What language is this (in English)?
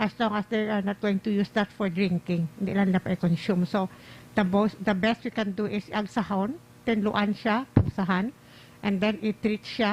Hiligaynon